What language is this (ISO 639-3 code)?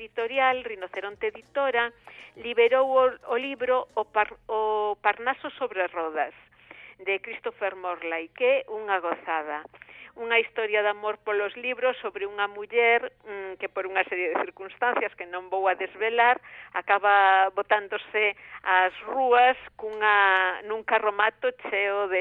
glg